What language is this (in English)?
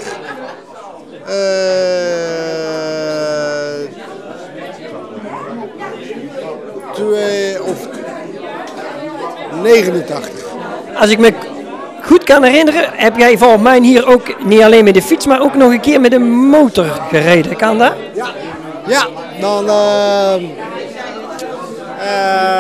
Dutch